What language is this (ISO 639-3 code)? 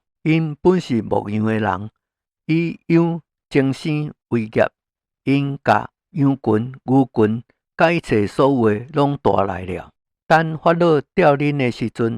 nan